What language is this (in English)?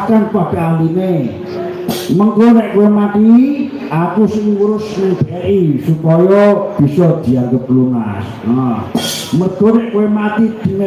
Javanese